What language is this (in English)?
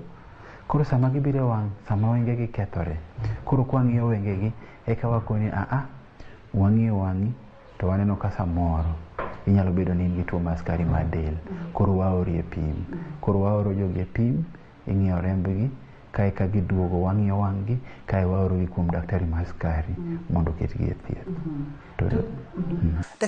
Luo (Kenya and Tanzania)